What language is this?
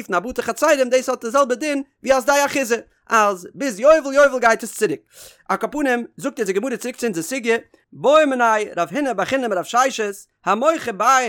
Yiddish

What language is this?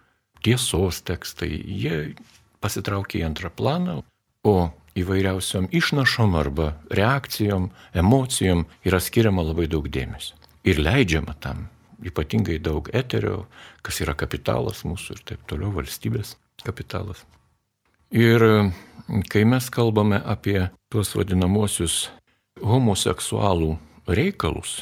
Lithuanian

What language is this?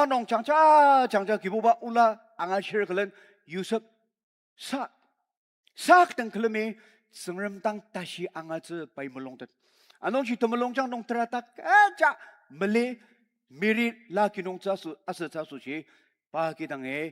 Ao Naga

